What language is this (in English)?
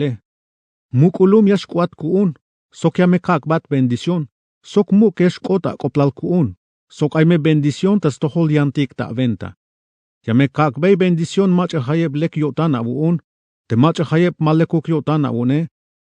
Tzeltal